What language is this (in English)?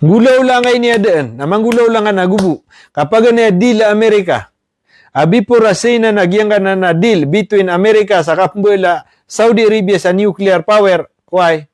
Maranao